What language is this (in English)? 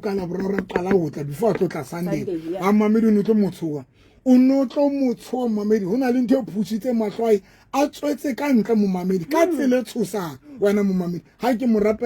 Southern Sotho